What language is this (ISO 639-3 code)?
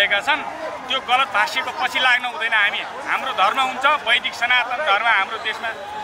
nep